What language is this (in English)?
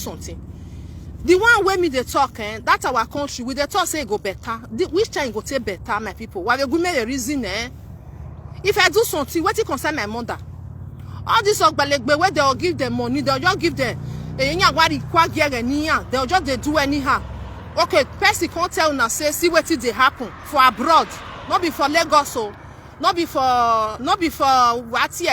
Nigerian Pidgin